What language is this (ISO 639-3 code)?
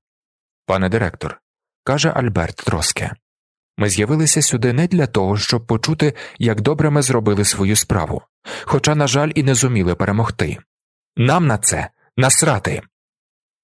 ukr